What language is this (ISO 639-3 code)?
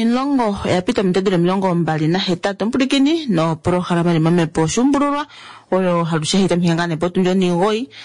kua